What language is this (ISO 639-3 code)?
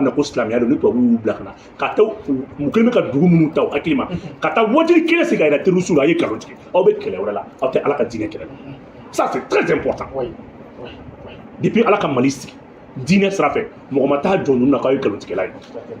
bam